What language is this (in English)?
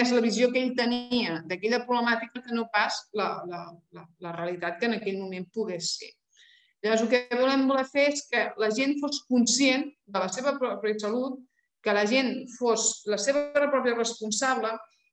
Catalan